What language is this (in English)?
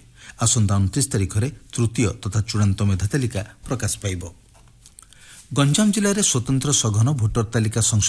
Odia